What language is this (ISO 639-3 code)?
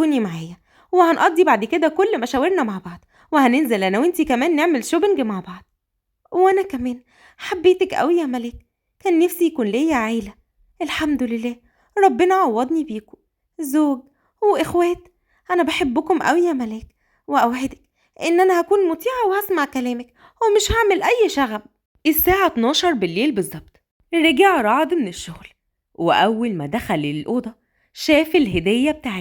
arz